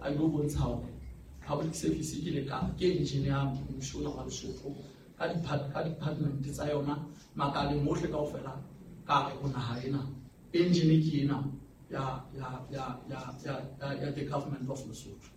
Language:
Southern Sotho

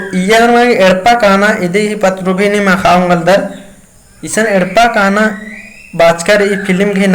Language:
Kurukh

